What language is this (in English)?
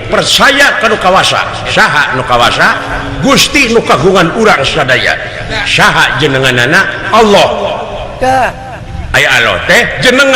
Sundanese